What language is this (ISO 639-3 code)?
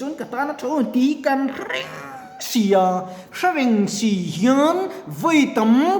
lus